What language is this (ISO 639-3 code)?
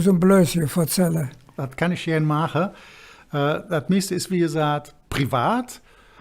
ksh